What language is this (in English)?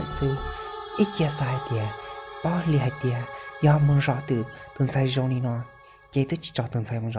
Hmong